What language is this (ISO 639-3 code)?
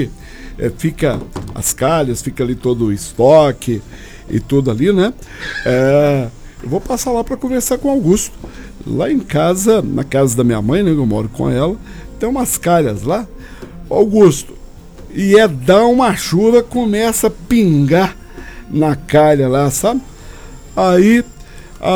por